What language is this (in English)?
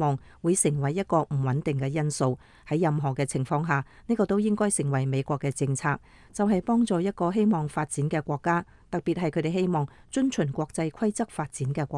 Cantonese